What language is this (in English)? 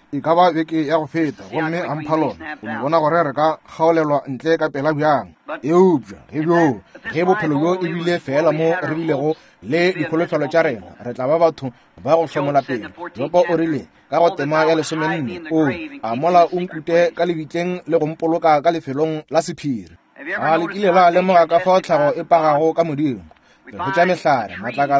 Northern Sotho